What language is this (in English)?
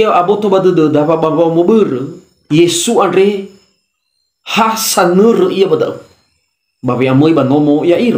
Nias